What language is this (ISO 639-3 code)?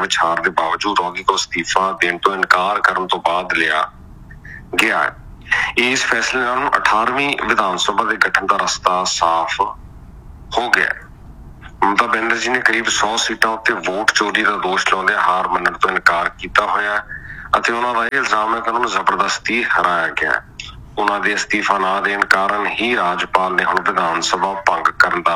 pan